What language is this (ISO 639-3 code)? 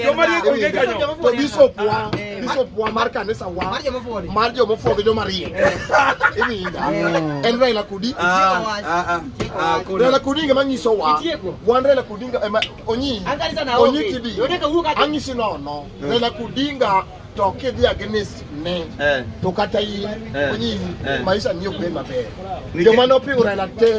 luo